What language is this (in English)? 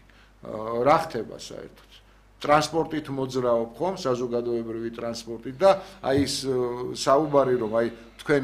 Georgian